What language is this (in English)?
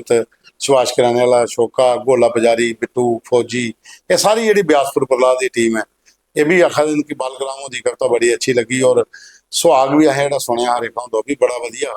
Dogri